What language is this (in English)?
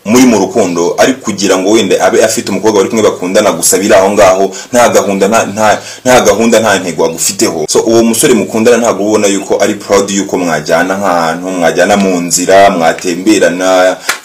Kinyarwanda